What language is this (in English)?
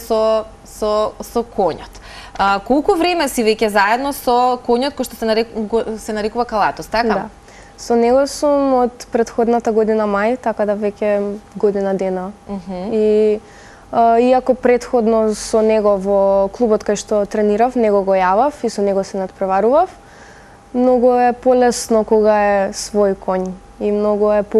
Macedonian